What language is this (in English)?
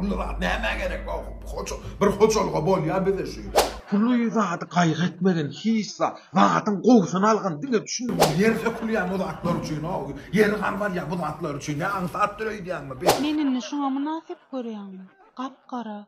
Turkmen